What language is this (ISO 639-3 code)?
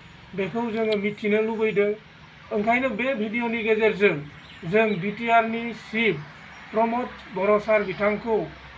brx